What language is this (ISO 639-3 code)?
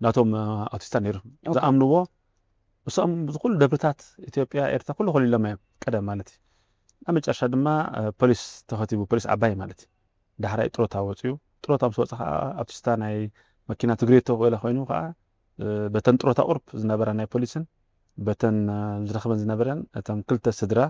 tir